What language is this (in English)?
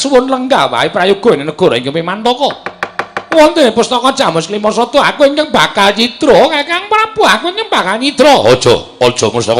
Javanese